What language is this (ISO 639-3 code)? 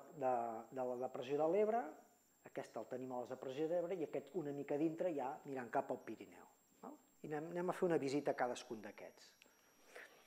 cat